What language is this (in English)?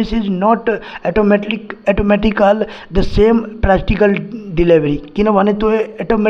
Nepali